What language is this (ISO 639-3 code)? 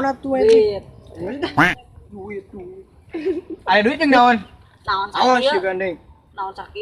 sun